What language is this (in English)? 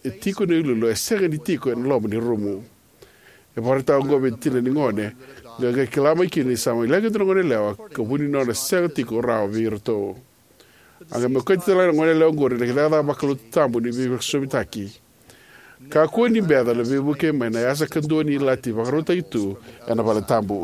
Fijian